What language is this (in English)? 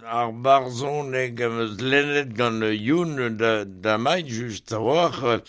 Breton